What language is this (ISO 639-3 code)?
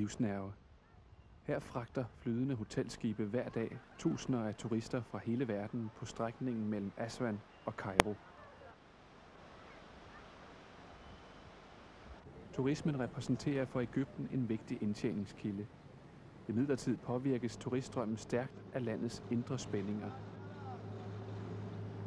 dan